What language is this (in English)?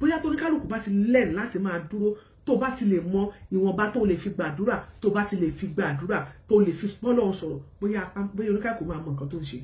Yoruba